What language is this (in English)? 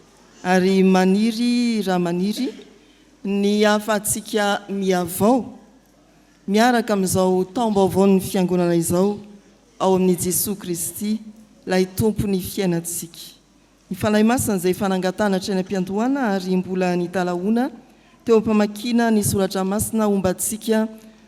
Malagasy